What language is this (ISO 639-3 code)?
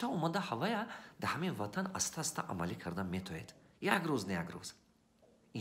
tgk